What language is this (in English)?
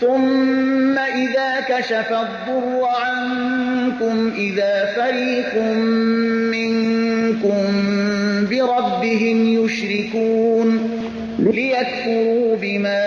Persian